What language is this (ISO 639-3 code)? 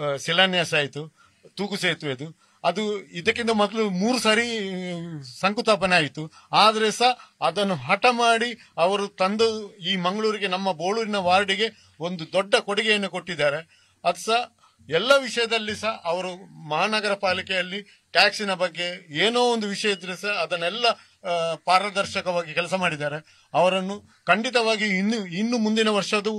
kan